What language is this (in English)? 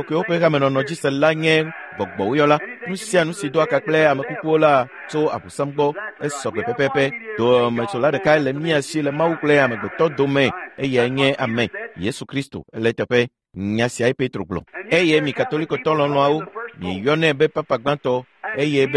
Ewe